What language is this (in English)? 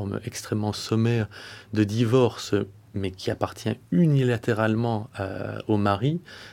French